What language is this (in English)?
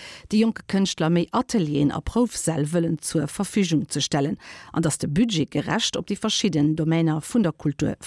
Luxembourgish